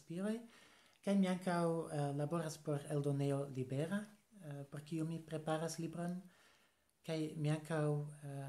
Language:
Esperanto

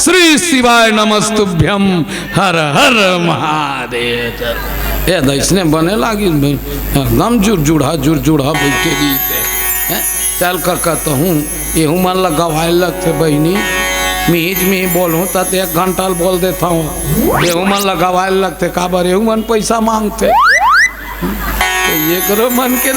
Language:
Chhattisgarhi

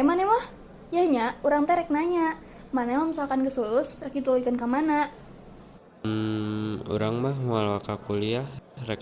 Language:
Sundanese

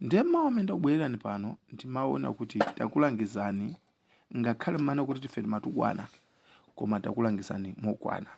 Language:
Nyanja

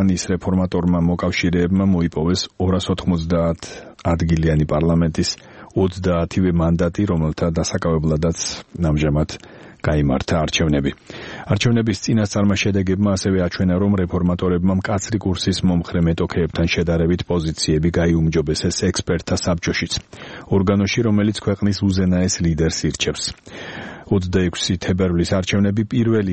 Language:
Georgian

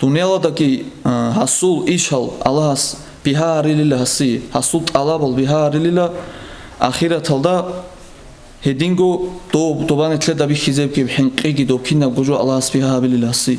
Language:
Avaric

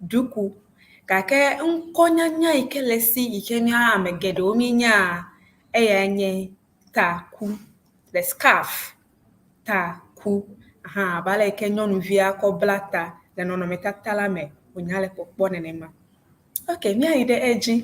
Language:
Ewe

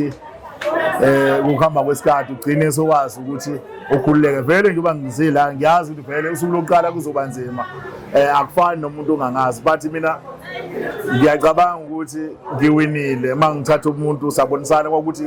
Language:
Zulu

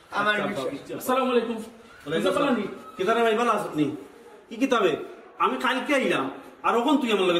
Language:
Sylheti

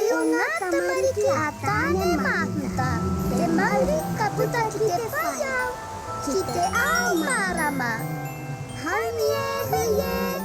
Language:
Māori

